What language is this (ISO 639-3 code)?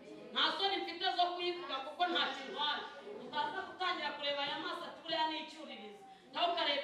kin